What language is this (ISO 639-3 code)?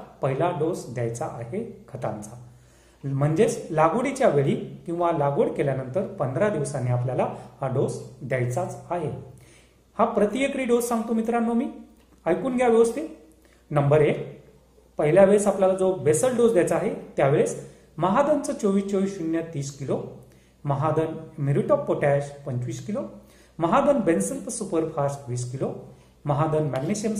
mar